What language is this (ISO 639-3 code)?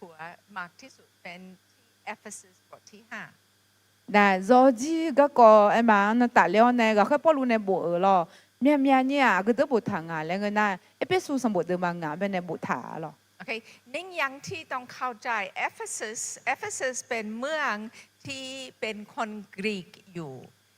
ahk